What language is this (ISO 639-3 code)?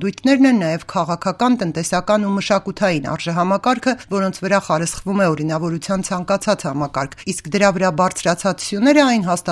hye